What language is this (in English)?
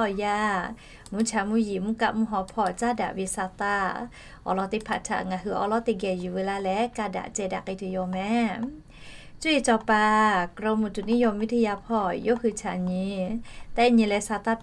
Lahu